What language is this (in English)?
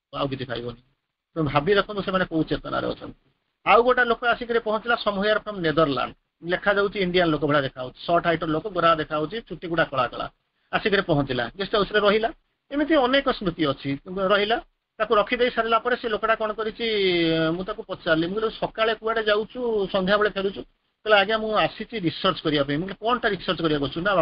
Odia